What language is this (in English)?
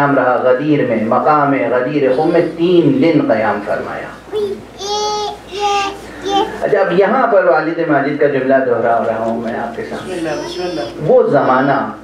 Urdu